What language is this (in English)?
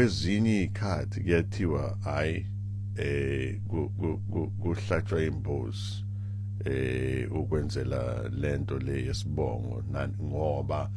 Zulu